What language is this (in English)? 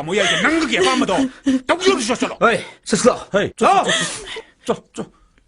Manipuri